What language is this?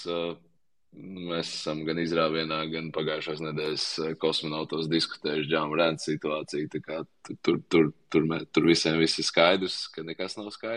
Latvian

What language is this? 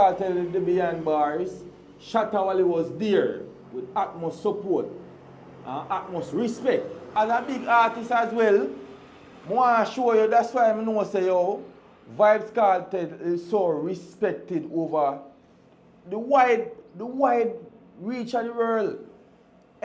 Jamaican Creole English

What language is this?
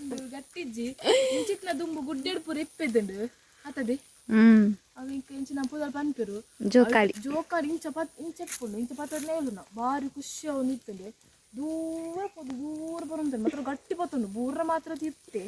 Tulu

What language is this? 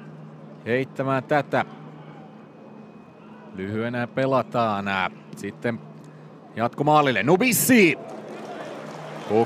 Finnish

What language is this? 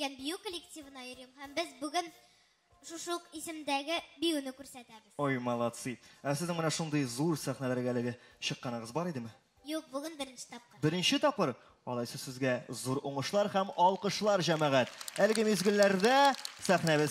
Tatar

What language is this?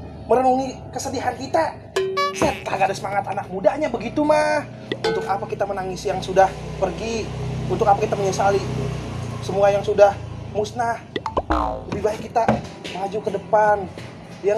Betawi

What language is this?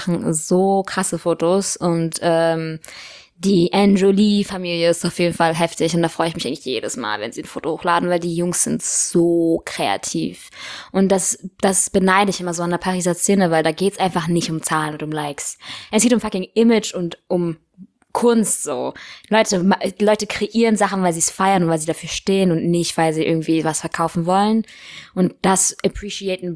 German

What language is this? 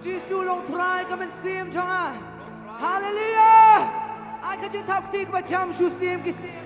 Khasi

